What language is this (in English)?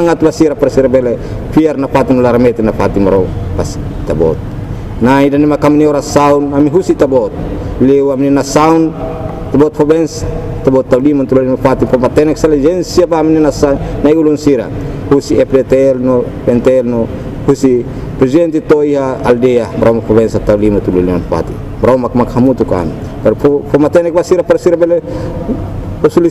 Tetum